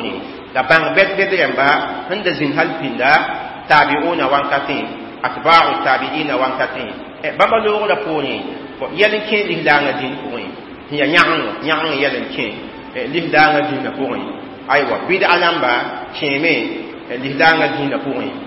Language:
Mossi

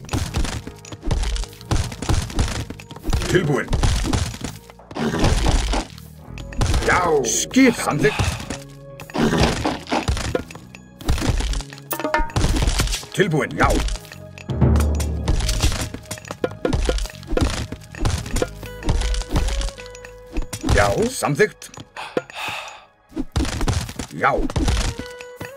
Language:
Icelandic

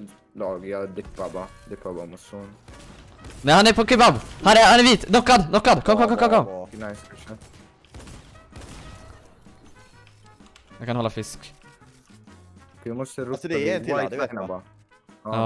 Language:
Swedish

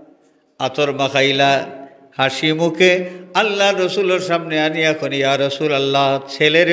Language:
Sylheti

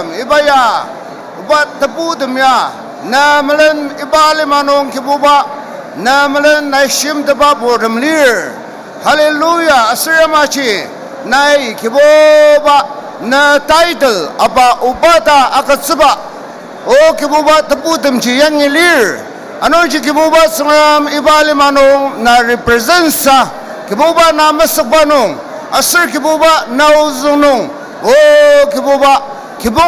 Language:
Ao Naga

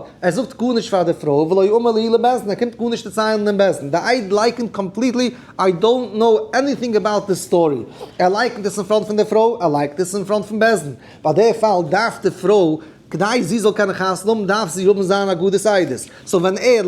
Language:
Yiddish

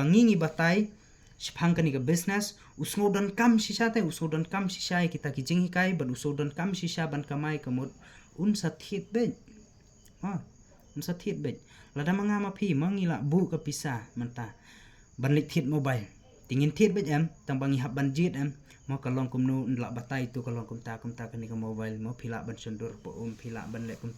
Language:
Khasi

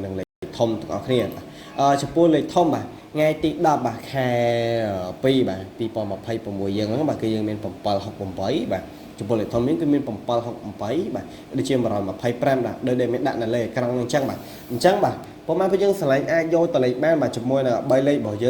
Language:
Khmer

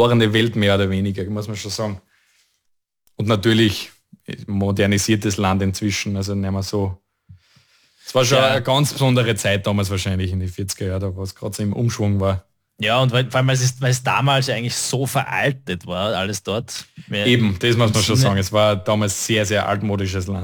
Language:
German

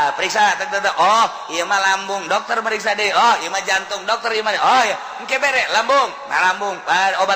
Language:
Sundanese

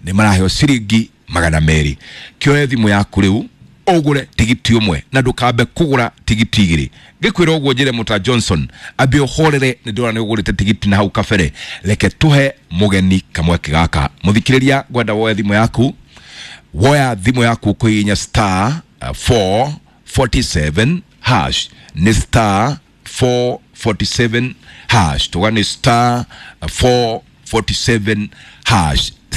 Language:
Kikuyu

